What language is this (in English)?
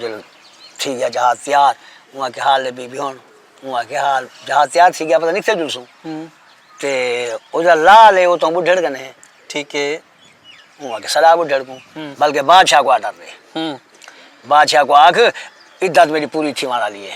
Saraiki